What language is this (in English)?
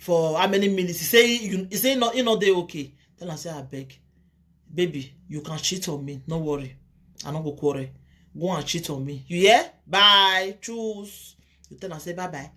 Nigerian Pidgin